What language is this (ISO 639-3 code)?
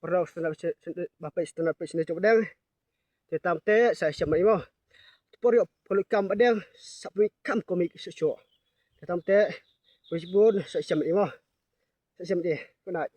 kha